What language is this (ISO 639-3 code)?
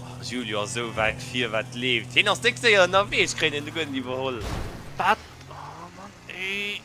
ltz